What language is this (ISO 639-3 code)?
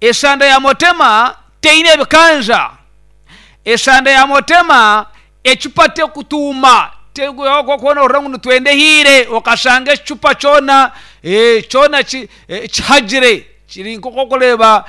nyn